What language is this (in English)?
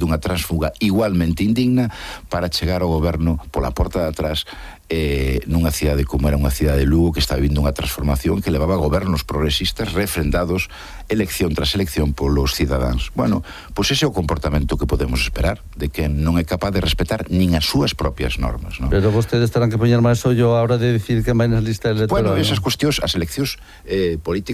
Galician